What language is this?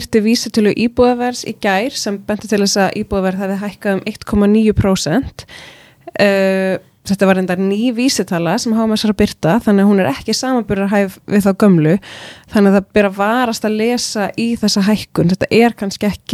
Icelandic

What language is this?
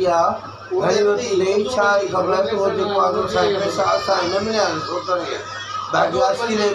Sindhi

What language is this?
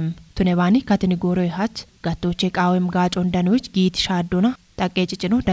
Kafa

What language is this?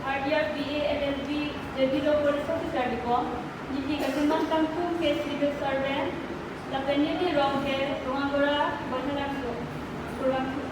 Karbi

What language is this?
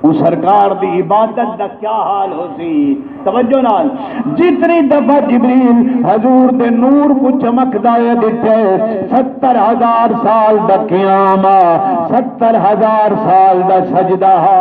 Saraiki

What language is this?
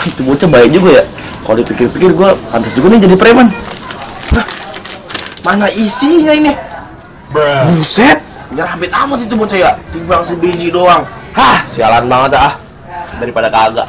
Betawi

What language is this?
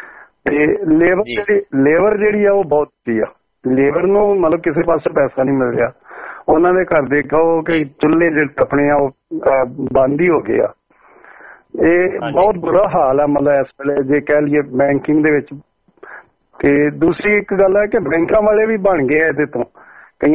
Punjabi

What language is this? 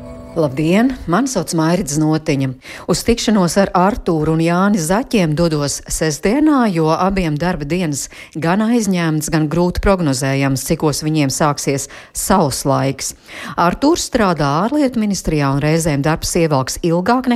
Latvian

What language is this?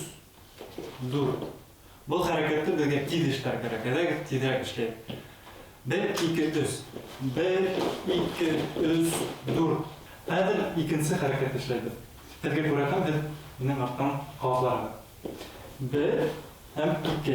Bashkir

